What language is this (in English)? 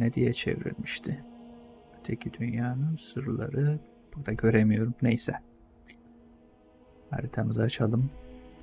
Turkish